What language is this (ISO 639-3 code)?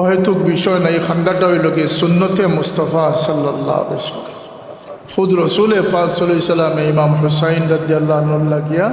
syl